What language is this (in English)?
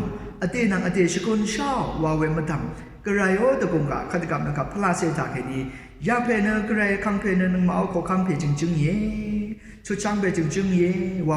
Rawang